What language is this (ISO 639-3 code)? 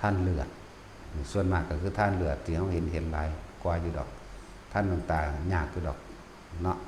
tts